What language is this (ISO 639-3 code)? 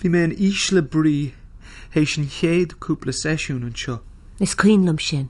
gle